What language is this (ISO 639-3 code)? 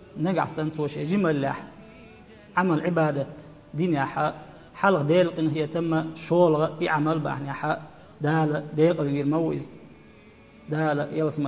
che